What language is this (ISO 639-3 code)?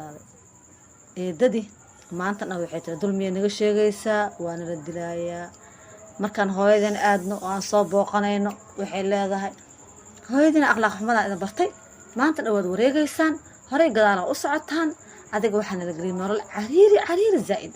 som